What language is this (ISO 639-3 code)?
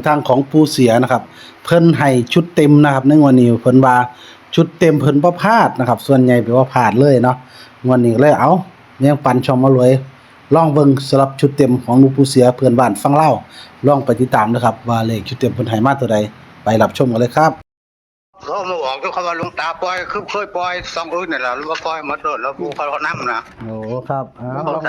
tts